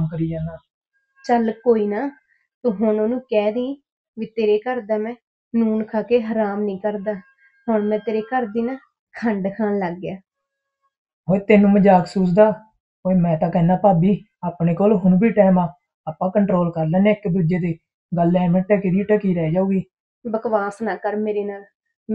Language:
Punjabi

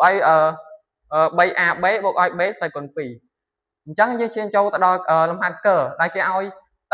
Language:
Khmer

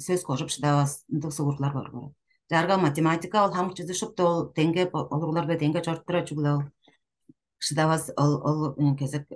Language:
Tuvinian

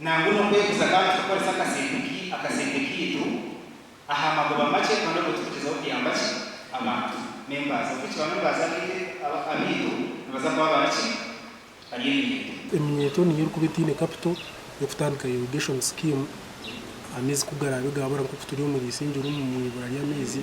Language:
Nyankole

